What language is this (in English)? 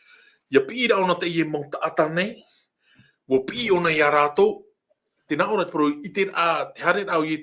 Tahitian